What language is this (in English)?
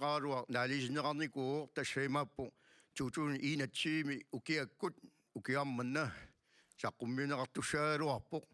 Kalaallisut